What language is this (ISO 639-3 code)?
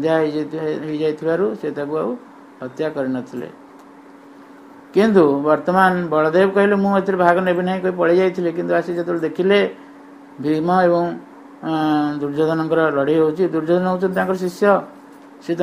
ori